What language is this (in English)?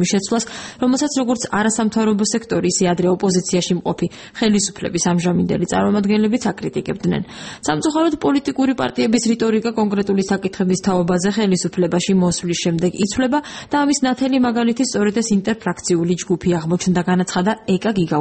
Georgian